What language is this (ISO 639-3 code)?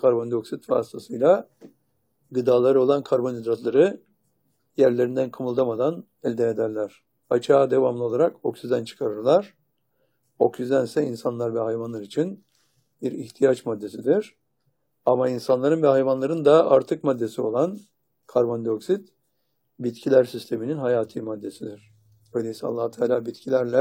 tur